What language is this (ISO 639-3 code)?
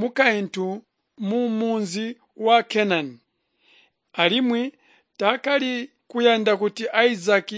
toi